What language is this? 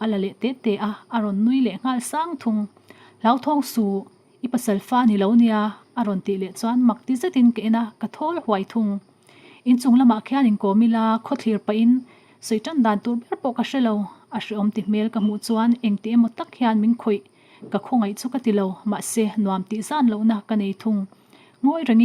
Mizo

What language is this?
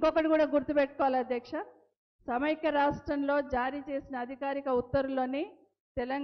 Telugu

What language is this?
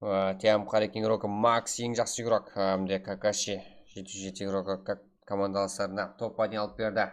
Kara-Kalpak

